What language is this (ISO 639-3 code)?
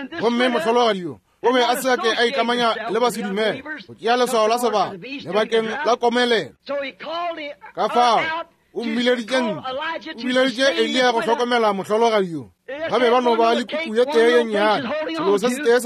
nso